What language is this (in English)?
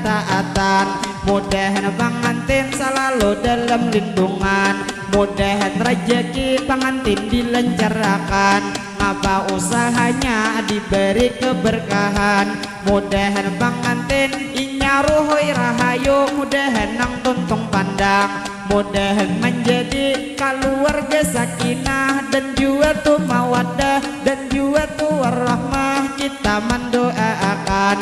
Banjar